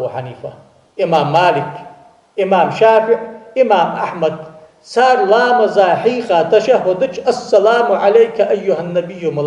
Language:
Ingush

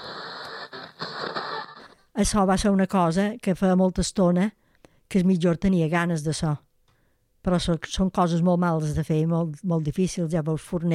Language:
Catalan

